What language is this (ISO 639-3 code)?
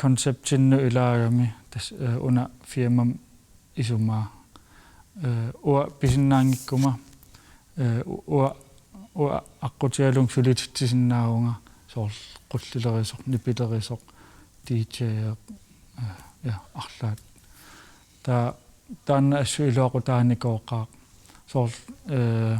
kal